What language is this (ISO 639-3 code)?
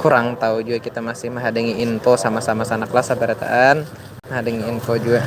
bjn